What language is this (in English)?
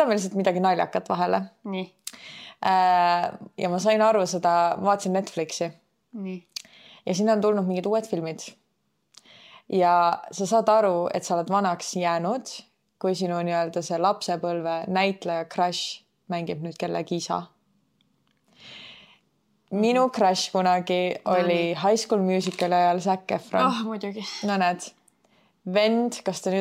Estonian